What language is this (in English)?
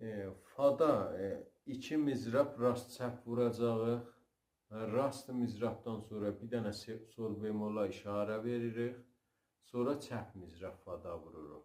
South Azerbaijani